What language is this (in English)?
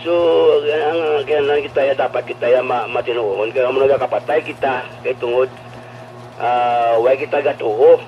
Hiligaynon